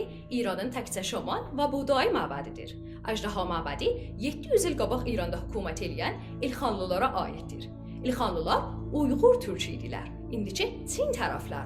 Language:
South Azerbaijani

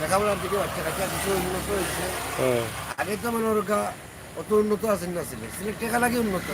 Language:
Sylheti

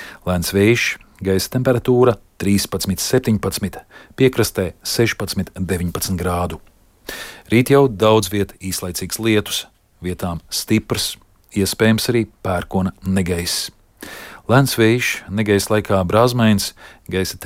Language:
Latvian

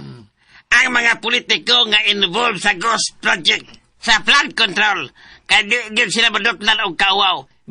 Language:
Cebuano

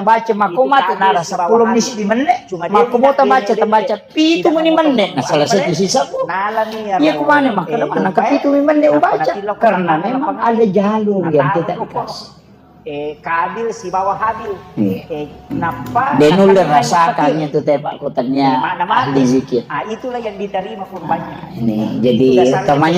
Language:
Buginese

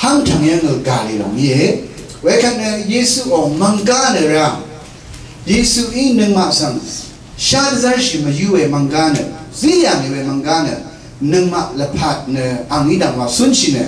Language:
Rawang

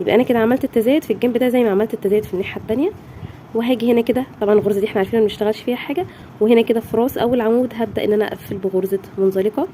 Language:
Egyptian Arabic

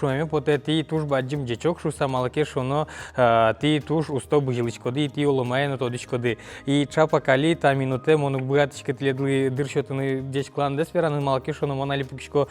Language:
Udmurt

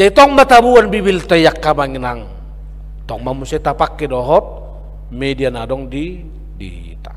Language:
Batak Toba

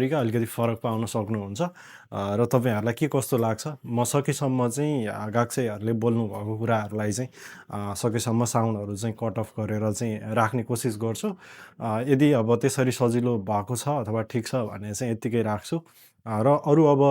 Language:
Nepali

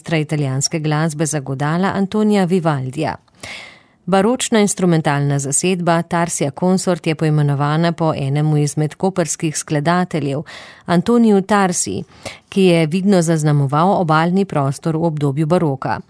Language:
Slovenian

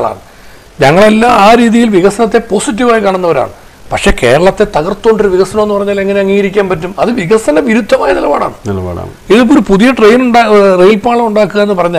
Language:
Malayalam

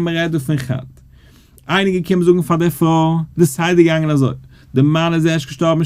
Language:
Yiddish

